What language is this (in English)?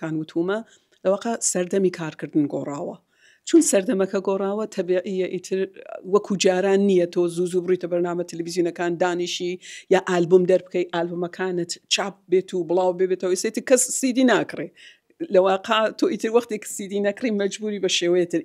Central Kurdish